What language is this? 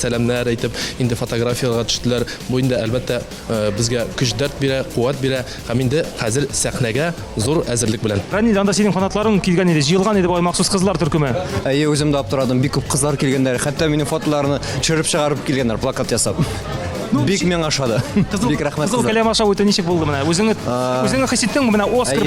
Tatar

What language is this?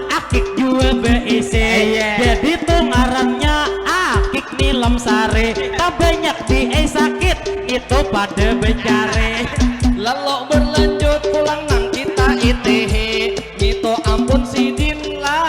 Banjar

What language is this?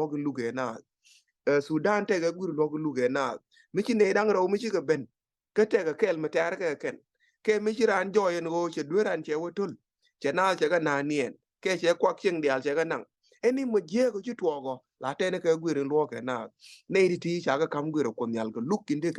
Nuer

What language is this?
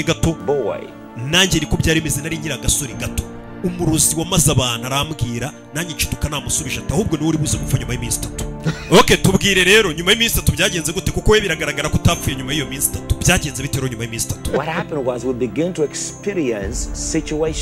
Kinyarwanda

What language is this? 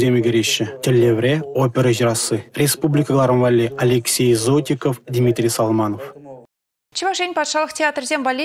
Chuvash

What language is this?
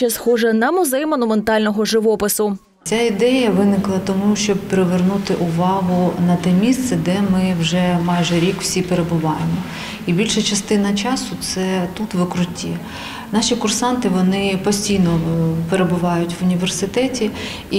Ukrainian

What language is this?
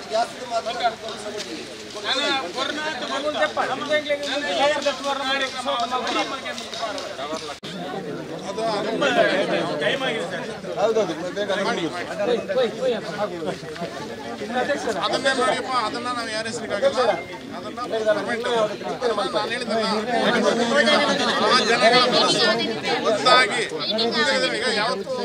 Kannada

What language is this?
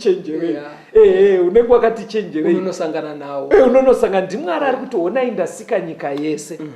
Shona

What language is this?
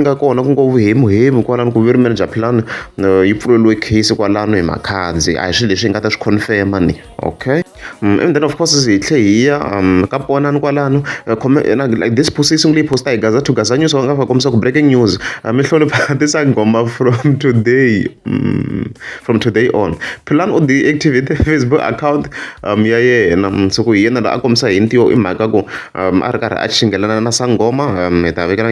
Tsonga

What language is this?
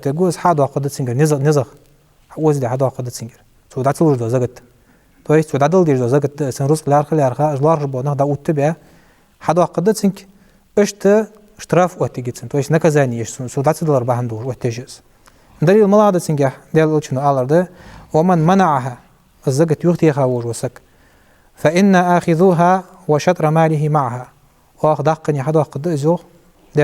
Ingush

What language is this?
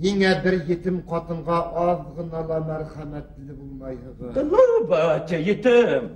Bashkir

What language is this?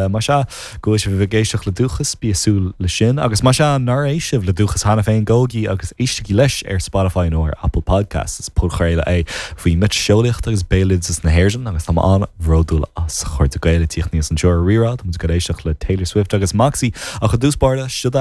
Irish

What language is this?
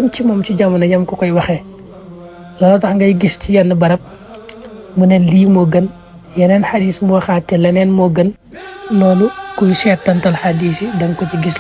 Wolof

